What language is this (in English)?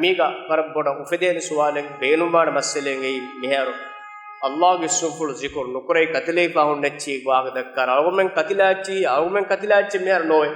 Divehi